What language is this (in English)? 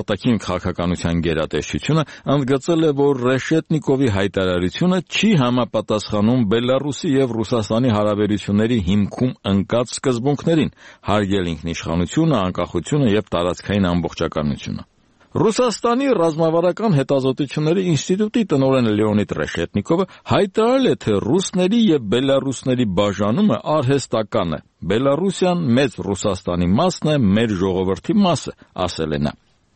Armenian